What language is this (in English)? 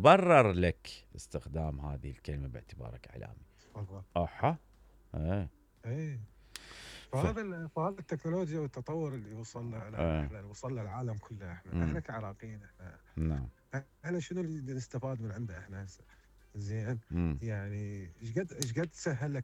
Mesopotamian Arabic